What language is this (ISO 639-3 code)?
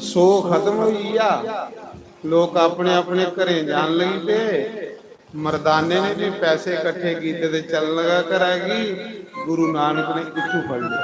doi